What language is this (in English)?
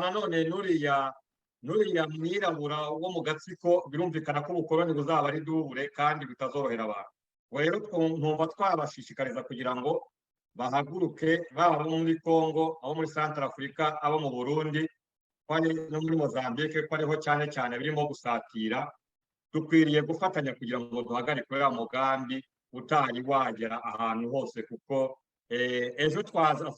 Kinyarwanda